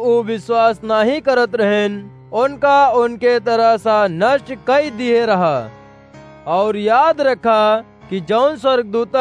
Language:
Awadhi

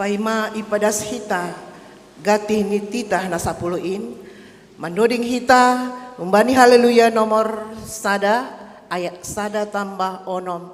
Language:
Batak Simalungun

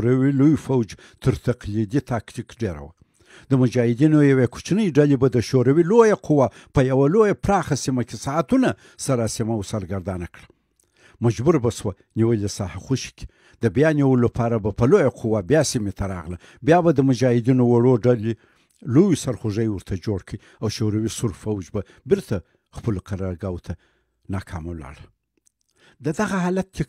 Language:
Pashto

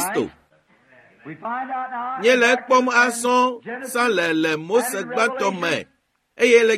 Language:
Ewe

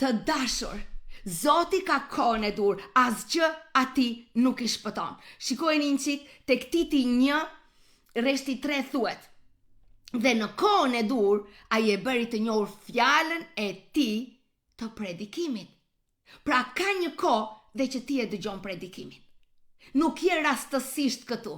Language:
Albanian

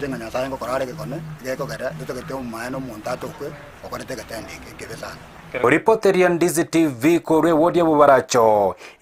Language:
Gusii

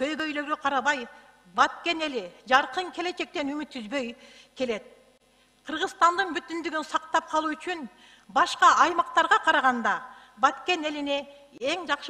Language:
Kyrgyz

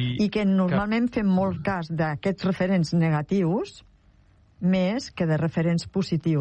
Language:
Catalan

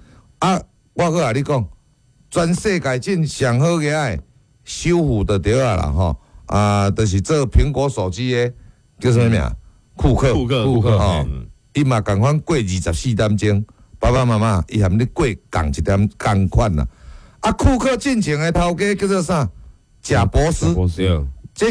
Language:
Min Nan Chinese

